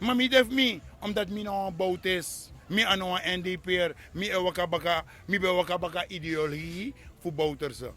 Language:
Sranan Tongo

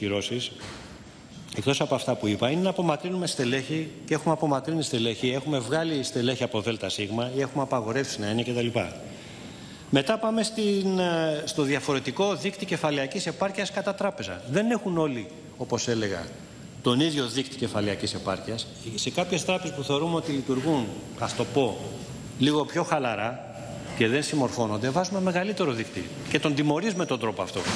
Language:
Greek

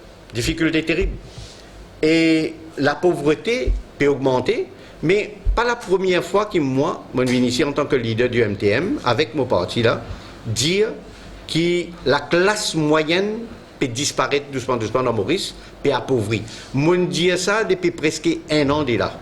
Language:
Morisyen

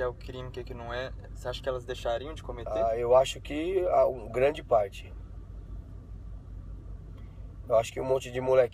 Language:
Portuguese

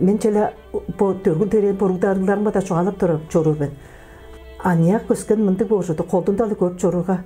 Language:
Tuvinian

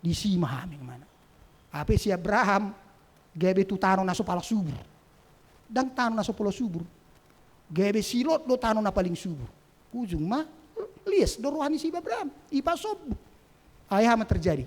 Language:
Batak Toba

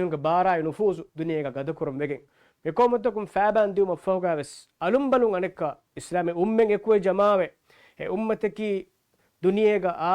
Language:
Divehi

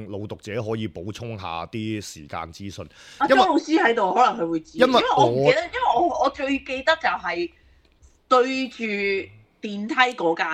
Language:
Cantonese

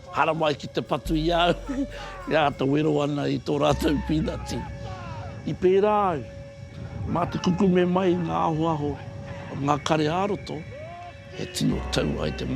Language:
Māori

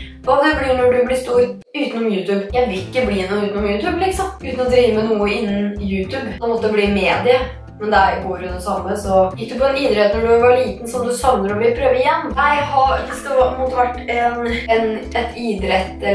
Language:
Norwegian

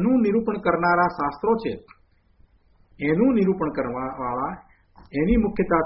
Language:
Gujarati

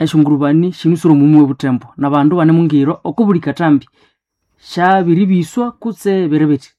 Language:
Nande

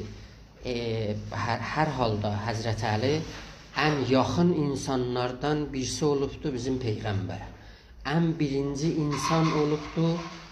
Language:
South Azerbaijani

